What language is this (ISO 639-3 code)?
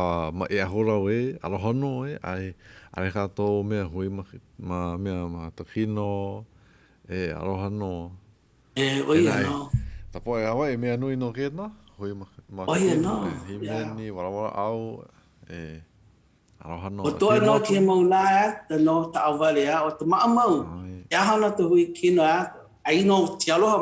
haw